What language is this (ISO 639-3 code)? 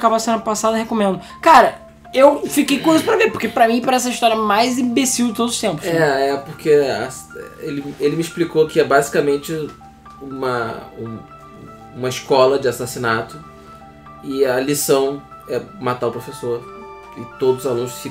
por